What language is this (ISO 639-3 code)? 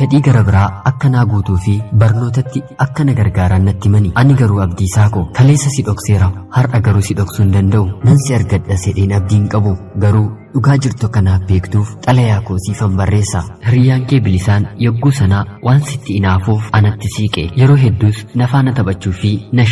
orm